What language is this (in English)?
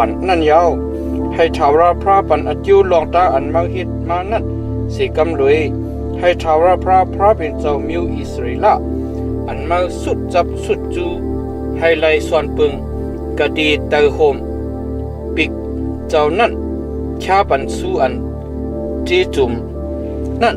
Shan